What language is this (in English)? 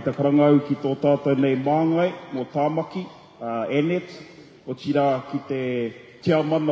Māori